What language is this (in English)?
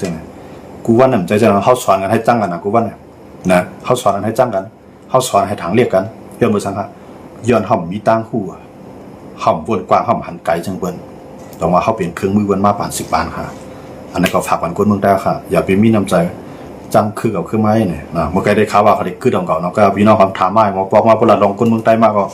Shan